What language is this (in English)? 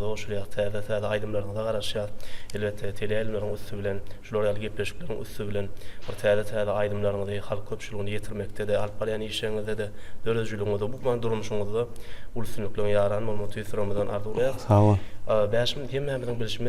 Turkmen